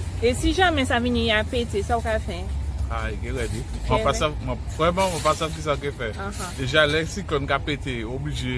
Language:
Guadeloupean Creole French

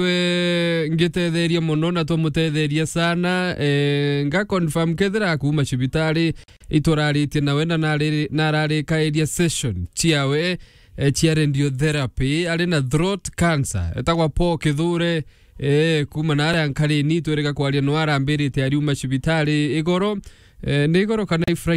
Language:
Meru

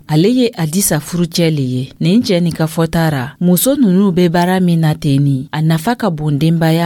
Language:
Dyula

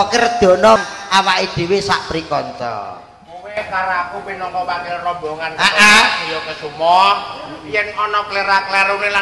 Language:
Javanese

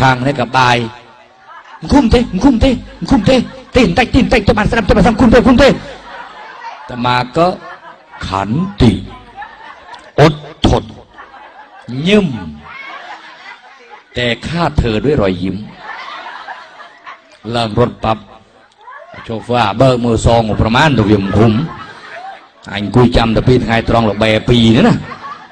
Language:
Thai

